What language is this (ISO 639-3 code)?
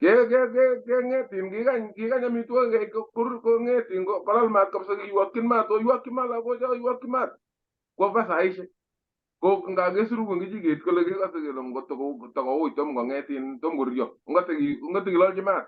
kln